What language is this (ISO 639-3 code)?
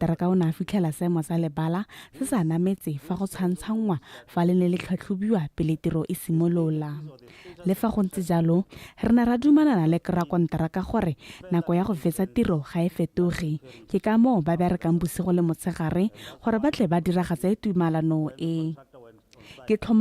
tsn